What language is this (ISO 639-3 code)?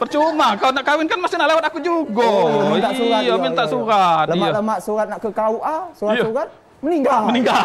mui